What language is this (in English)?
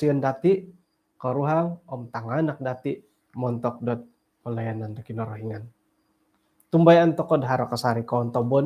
Central Dusun